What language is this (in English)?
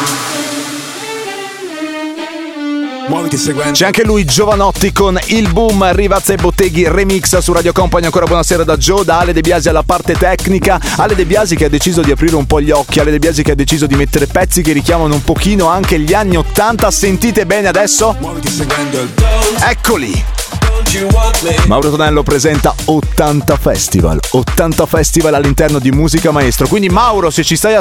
Italian